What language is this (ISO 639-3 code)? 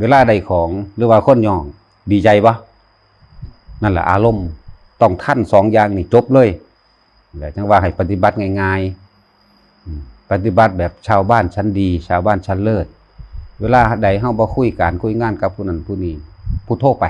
tts